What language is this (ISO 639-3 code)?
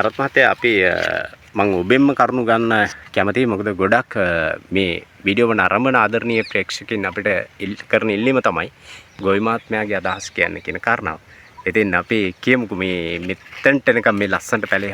sin